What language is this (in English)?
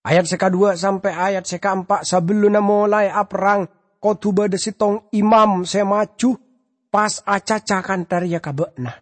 Madurese